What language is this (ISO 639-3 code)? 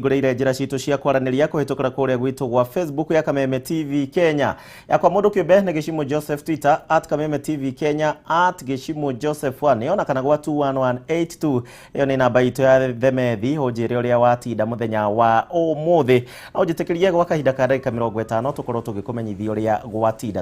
kik